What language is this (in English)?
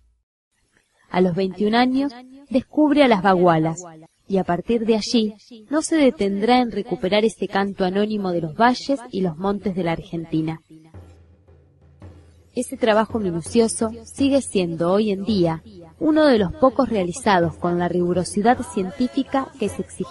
Spanish